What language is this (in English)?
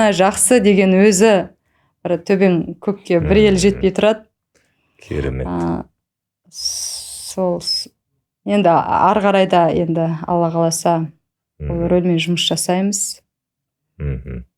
Kazakh